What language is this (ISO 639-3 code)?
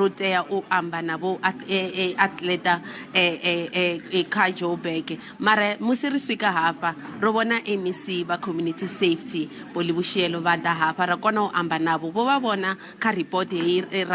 ven